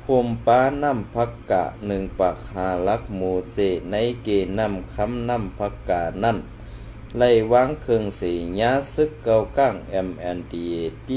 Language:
Shan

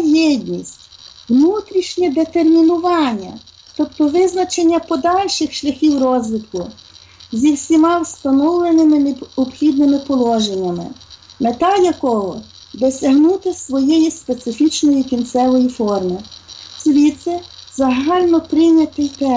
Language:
Ukrainian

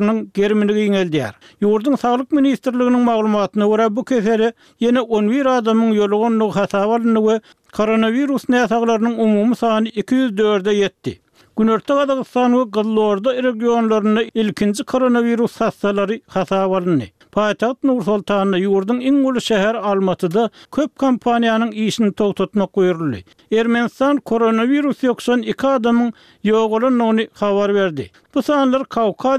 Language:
Turkmen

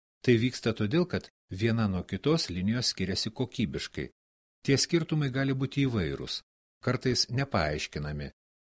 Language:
Lithuanian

